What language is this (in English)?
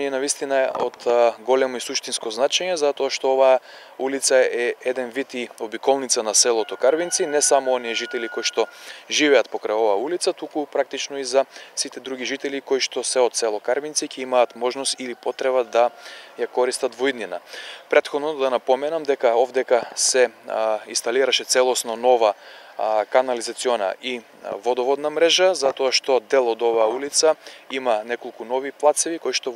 Macedonian